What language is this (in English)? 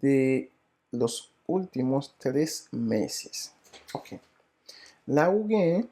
Haitian Creole